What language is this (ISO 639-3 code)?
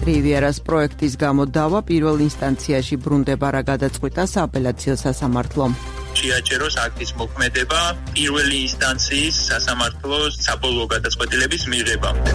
kat